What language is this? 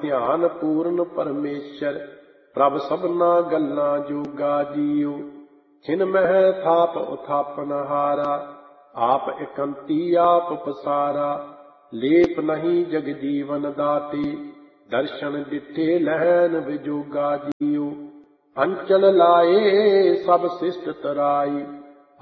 Punjabi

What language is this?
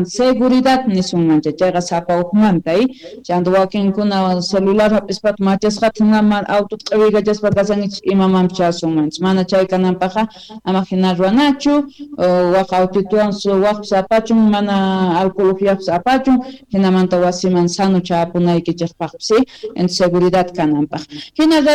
South Bolivian Quechua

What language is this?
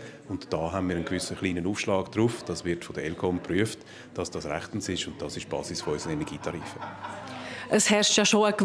Swiss German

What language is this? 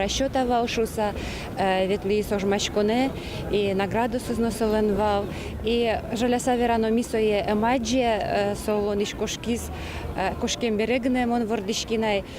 Udmurt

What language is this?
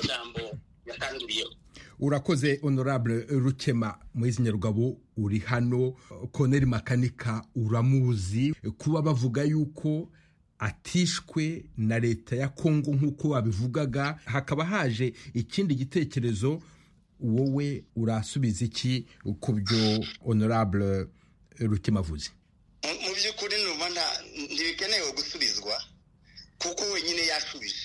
Kinyarwanda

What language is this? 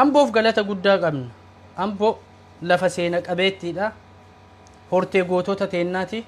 Oromo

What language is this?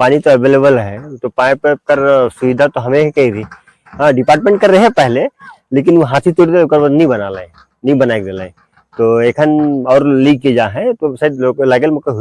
Sadri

